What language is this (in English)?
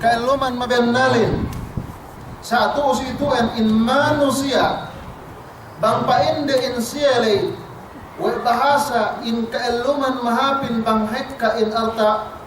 Yakan